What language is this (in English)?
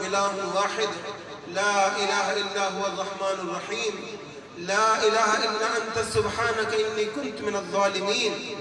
Eastern Balochi